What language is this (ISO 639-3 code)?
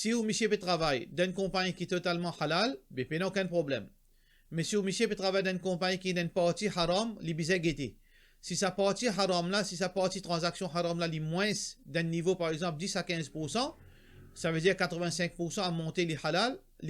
mfe